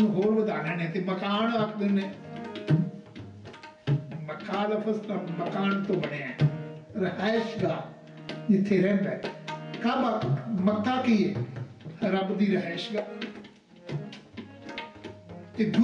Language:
Punjabi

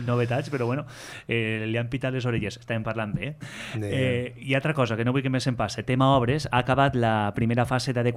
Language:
Catalan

